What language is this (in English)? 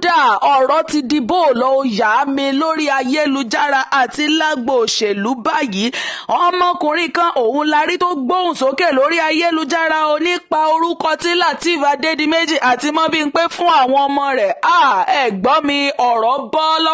Yoruba